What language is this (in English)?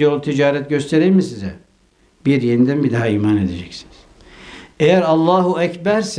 Turkish